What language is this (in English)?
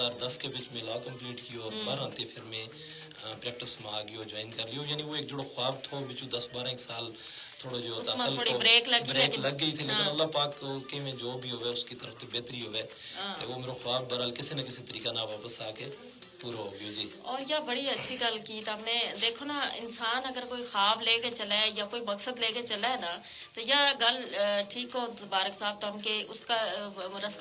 Gujari